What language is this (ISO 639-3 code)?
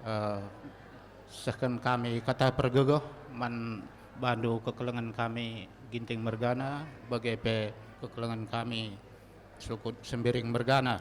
btx